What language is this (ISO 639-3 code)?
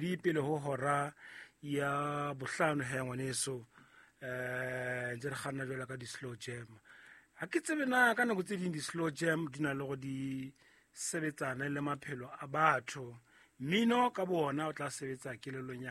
sot